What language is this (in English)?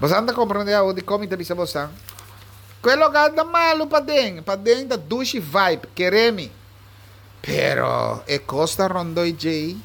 Papiamento